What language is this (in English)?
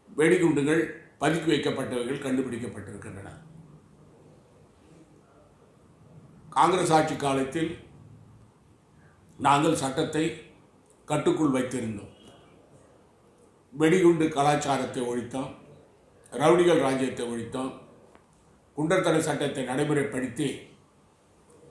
Tamil